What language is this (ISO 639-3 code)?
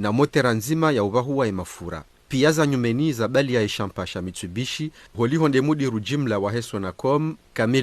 zdj